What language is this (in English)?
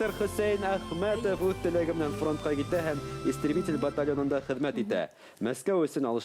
Bashkir